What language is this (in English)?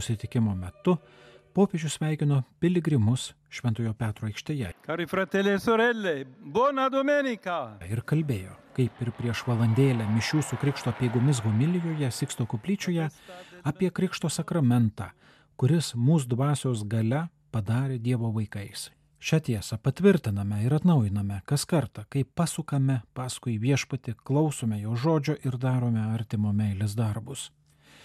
Lithuanian